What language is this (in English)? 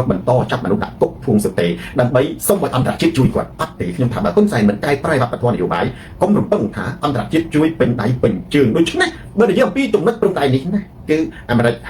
Khmer